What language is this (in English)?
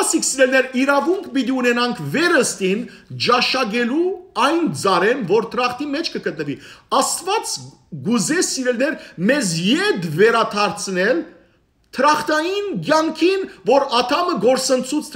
Western Armenian